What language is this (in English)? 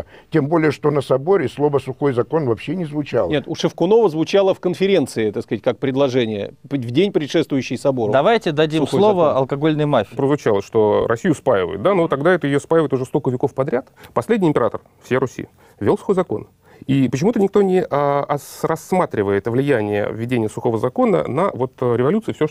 Russian